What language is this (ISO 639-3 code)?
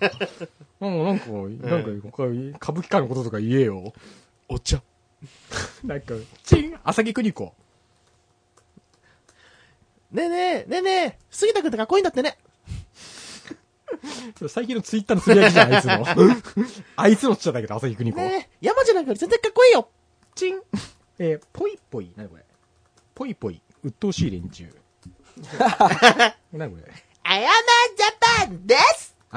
jpn